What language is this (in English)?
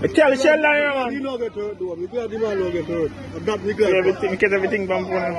Jamaican Creole English